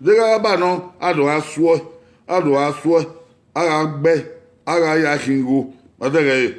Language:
Bini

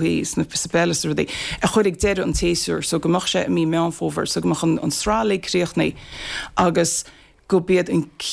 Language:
Irish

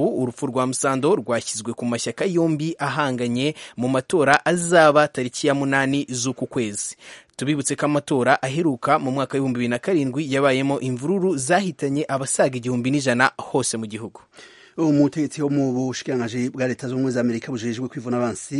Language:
Kinyarwanda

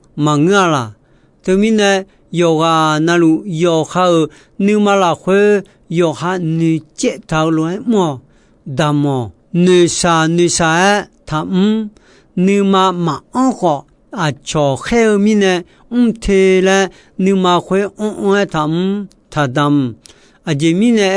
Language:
Akha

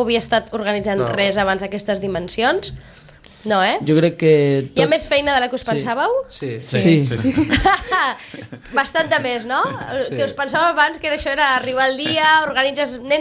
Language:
Catalan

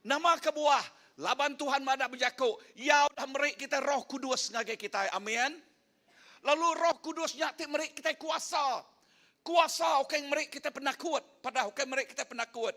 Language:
Iban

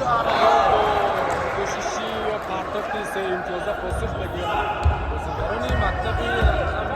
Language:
Tajik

